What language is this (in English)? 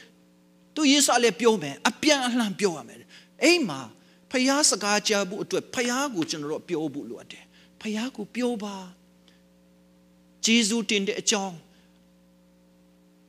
Burmese